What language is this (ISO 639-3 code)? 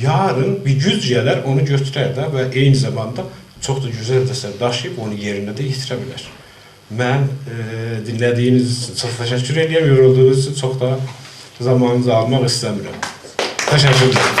azb